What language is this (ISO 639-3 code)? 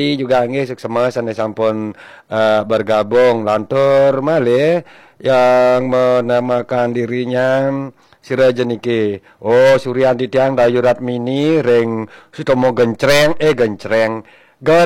ban